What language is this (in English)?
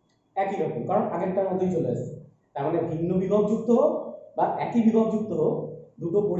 Bangla